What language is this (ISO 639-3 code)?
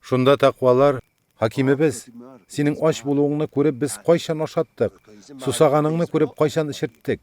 tat